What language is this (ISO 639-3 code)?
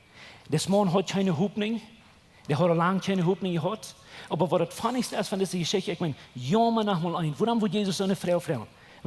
pdt